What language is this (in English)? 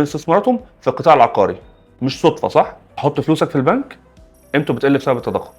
Egyptian Arabic